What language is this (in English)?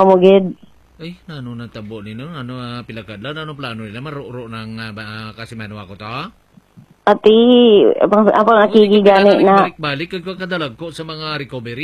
Hiligaynon